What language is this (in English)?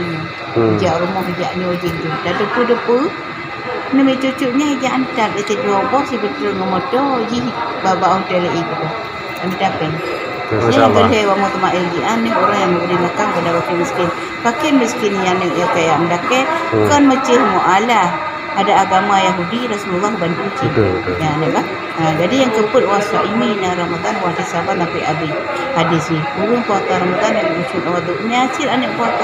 Achinese